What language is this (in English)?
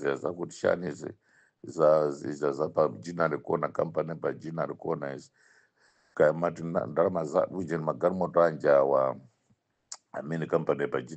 Nyanja